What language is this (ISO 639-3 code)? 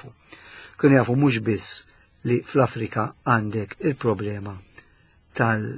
mlt